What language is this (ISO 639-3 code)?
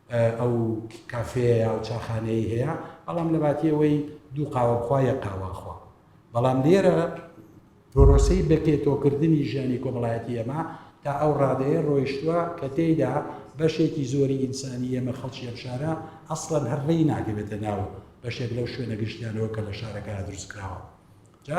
ckb